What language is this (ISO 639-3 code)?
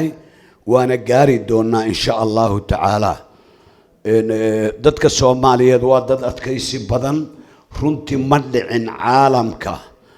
som